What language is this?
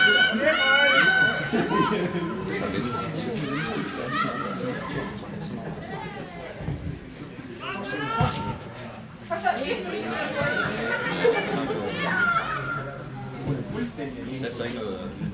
Danish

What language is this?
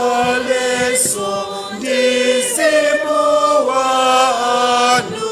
Nyanja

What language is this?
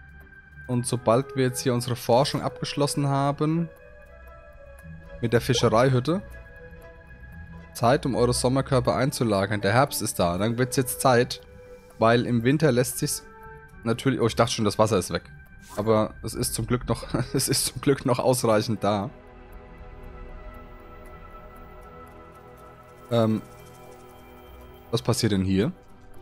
German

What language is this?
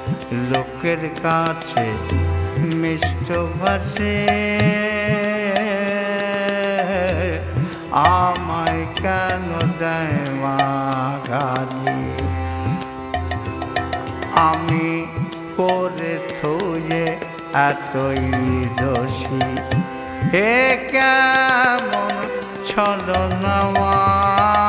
Bangla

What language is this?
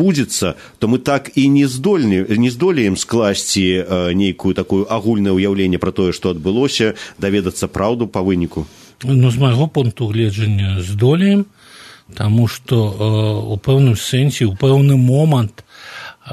Belarusian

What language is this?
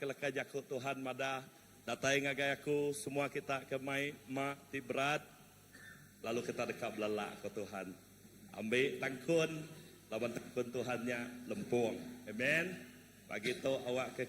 Iban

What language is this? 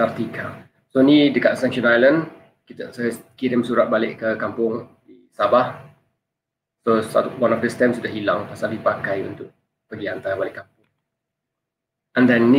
Malay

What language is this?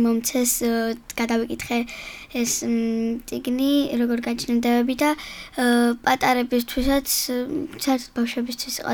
Georgian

